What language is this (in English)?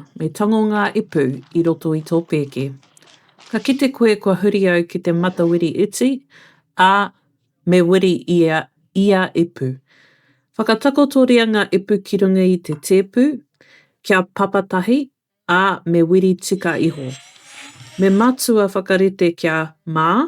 Māori